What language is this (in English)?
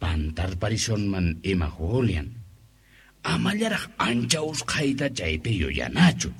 Quechua